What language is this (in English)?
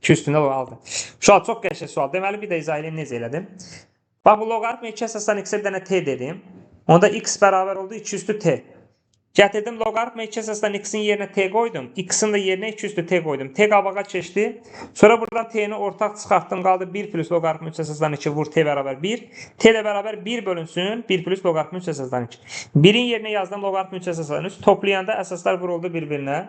Azerbaijani